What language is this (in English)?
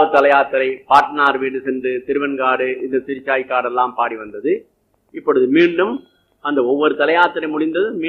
Tamil